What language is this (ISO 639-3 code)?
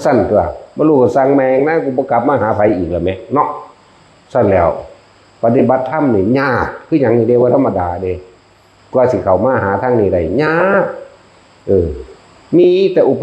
tts